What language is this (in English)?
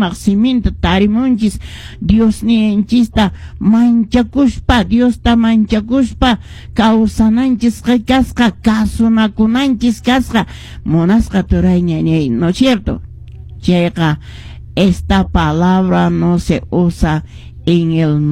Quechua